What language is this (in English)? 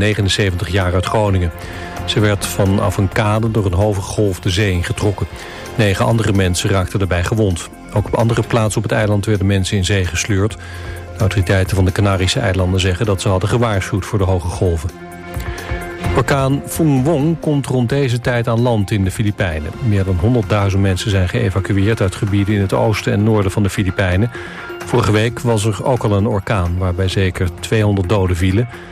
Dutch